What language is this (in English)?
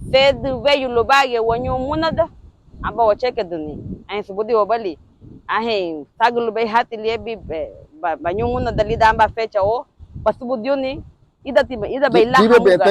Garifuna